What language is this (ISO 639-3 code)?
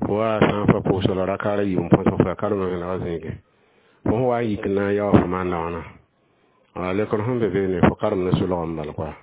mos